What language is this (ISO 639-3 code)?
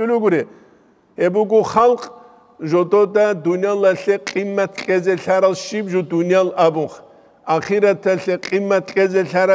ava